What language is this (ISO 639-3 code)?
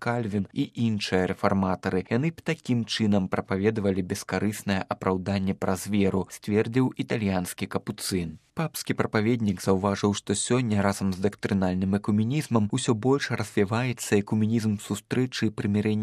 bel